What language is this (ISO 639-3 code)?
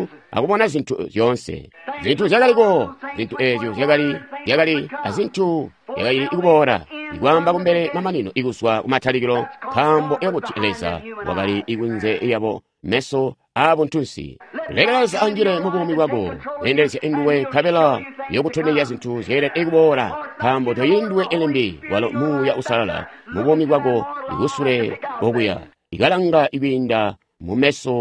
toi